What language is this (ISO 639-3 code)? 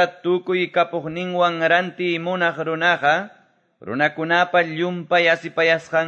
que